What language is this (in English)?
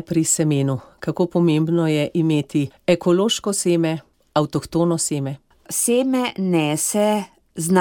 Slovenian